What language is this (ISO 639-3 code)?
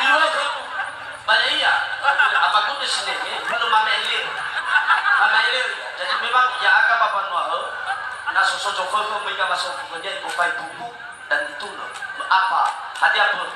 nia